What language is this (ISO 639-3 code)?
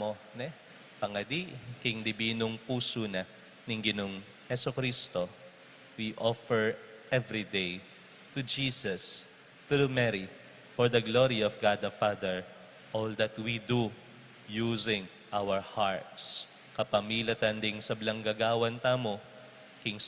pam